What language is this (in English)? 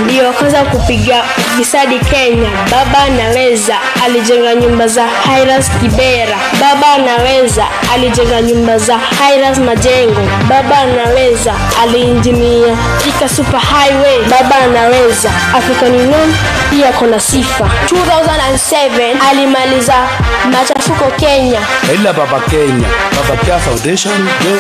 Swahili